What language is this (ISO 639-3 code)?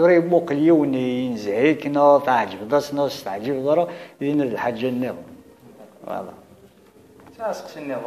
kab